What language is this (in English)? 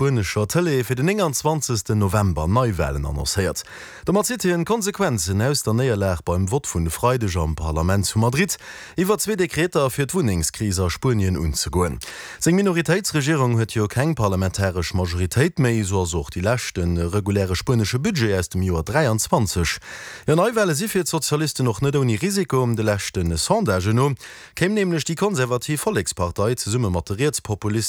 Luxembourgish